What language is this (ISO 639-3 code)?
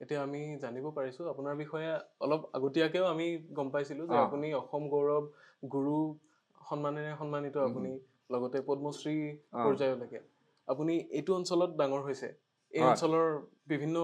asm